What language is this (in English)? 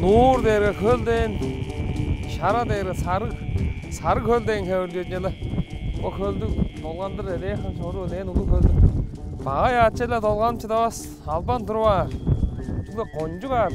Tuvinian